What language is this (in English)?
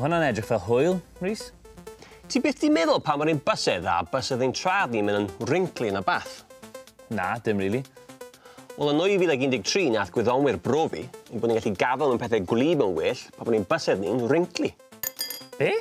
Welsh